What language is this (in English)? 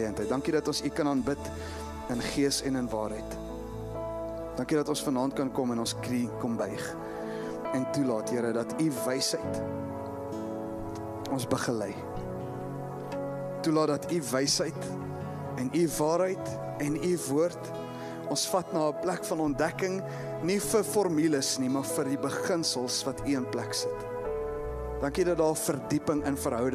Afrikaans